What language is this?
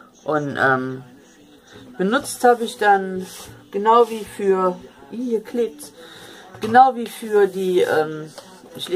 German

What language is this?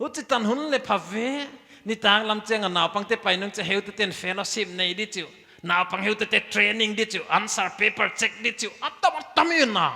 Paite Chin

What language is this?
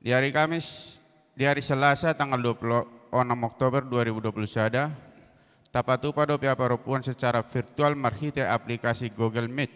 Batak Toba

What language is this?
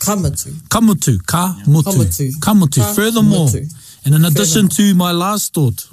Māori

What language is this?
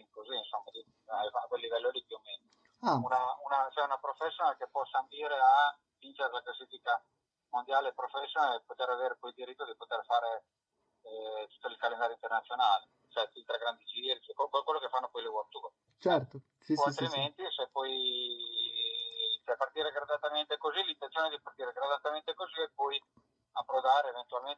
Italian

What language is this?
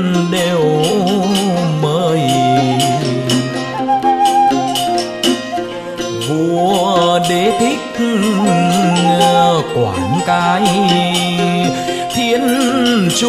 Vietnamese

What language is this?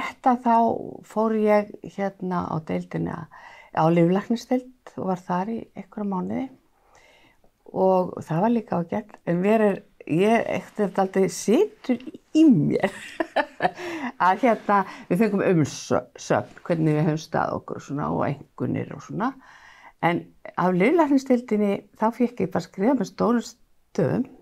Icelandic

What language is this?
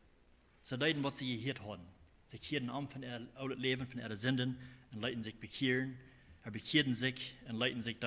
Plautdietsch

